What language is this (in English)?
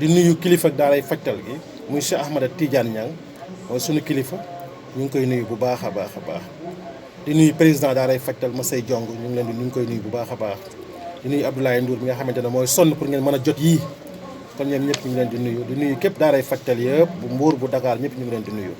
Wolof